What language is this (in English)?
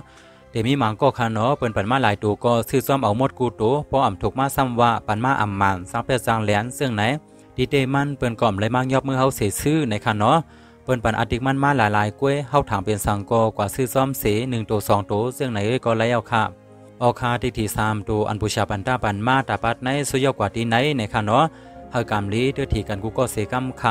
Shan